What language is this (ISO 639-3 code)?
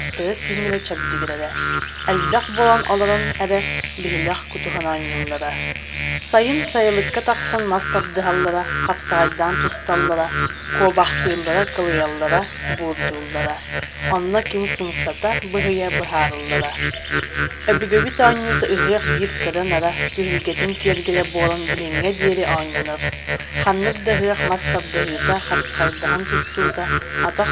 sah